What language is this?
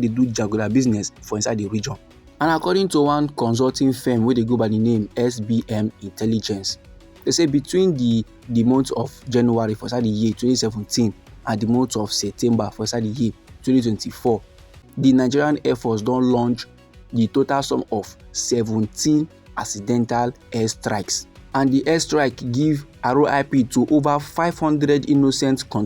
Nigerian Pidgin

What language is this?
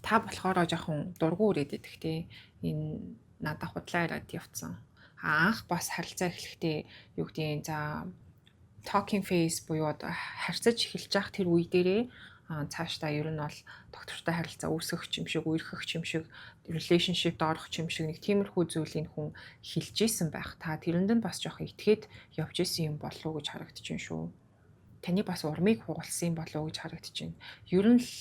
Mongolian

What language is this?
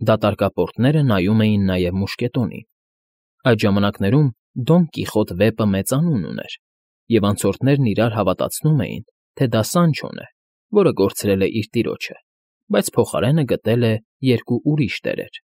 Armenian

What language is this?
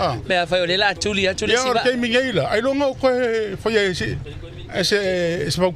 Samoan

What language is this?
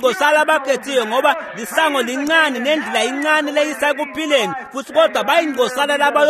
Swati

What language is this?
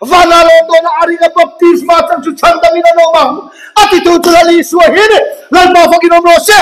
Mizo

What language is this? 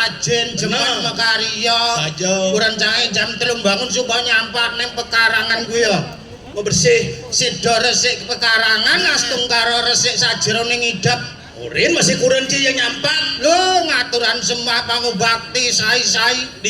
Balinese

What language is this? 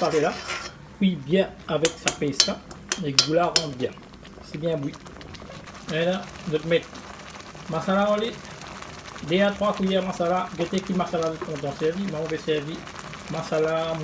Morisyen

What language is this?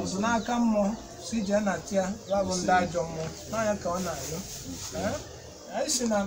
Igbo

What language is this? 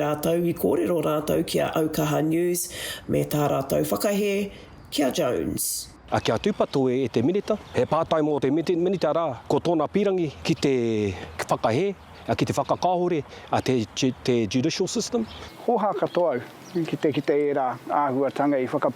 Māori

